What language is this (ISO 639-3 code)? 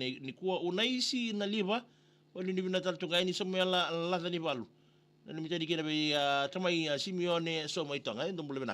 fij